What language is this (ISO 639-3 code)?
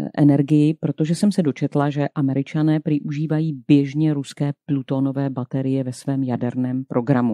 ces